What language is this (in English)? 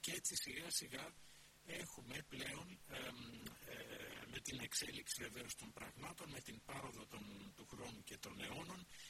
Greek